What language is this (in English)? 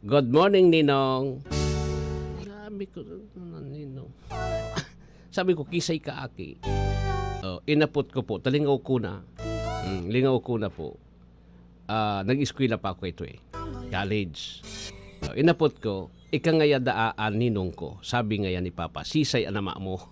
Bikol